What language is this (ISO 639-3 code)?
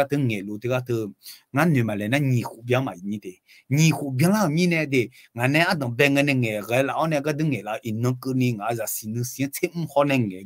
ahk